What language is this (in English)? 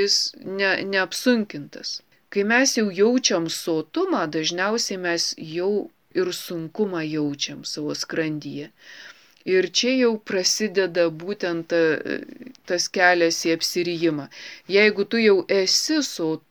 Lithuanian